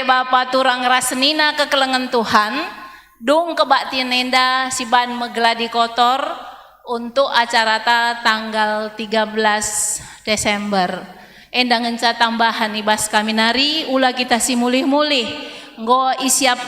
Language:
Batak Karo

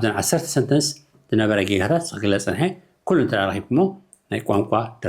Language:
Tigrinya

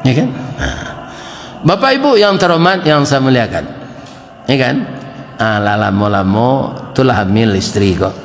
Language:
Minangkabau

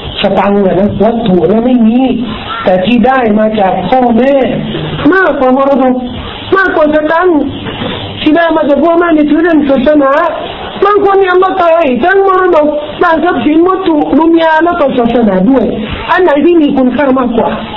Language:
Thai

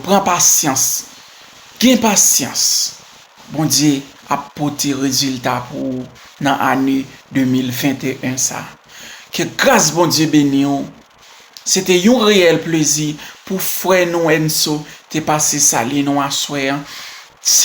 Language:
Haitian Creole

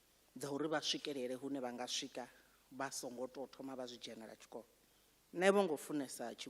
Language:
Venda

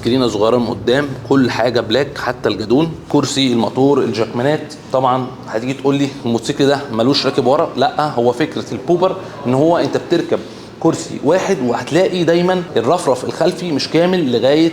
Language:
Egyptian Arabic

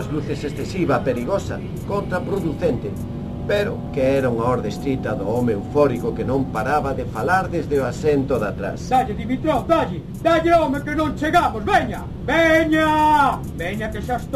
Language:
Galician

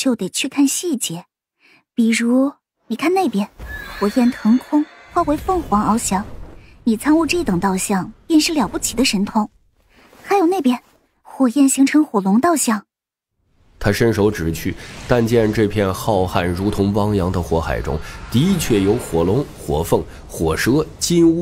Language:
Chinese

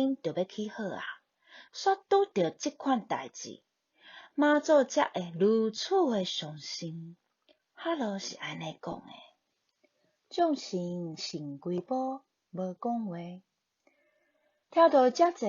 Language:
Min Nan Chinese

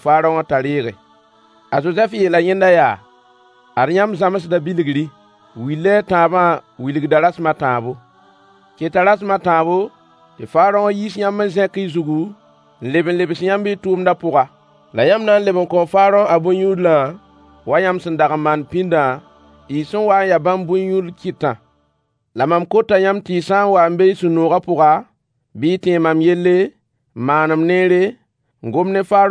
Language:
Mossi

